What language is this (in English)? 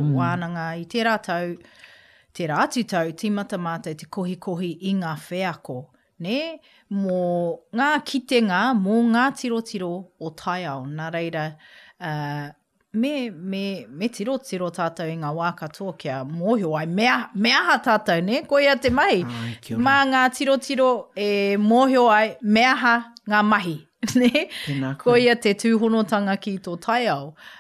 Māori